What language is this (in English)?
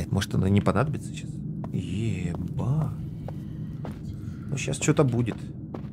Russian